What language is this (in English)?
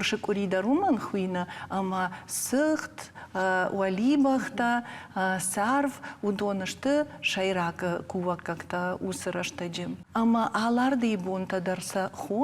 Ossetic